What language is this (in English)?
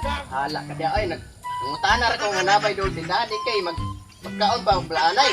Cebuano